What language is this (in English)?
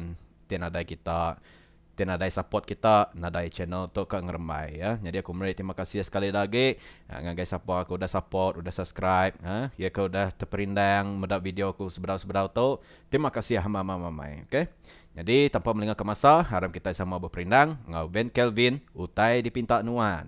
Iban